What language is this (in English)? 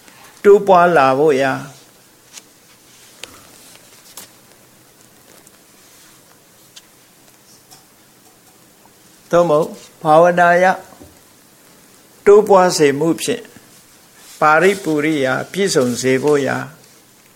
Burmese